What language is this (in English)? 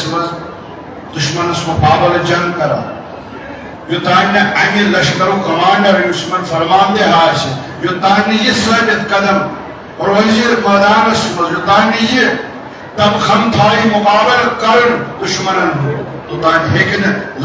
Kashmiri